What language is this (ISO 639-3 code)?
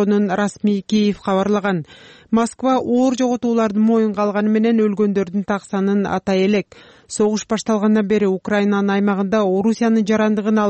kir